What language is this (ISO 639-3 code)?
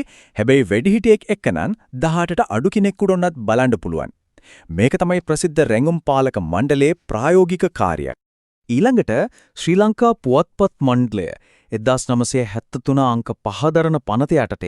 sin